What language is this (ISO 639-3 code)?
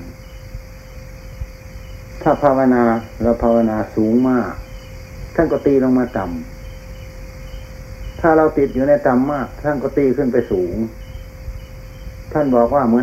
tha